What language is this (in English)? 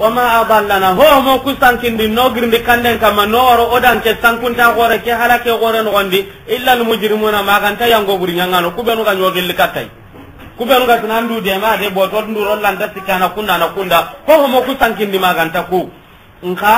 Soninke